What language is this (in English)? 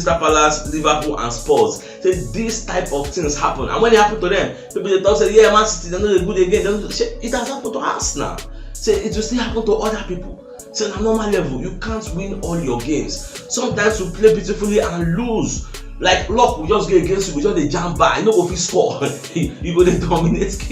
Nigerian Pidgin